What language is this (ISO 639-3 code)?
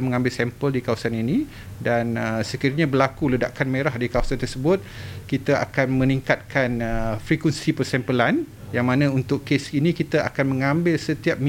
msa